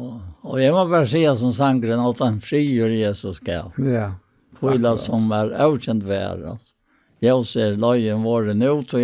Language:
Faroese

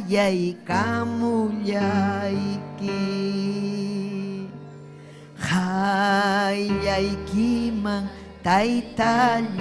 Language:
Ayacucho Quechua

